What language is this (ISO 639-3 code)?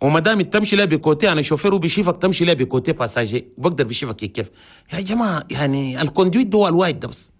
shu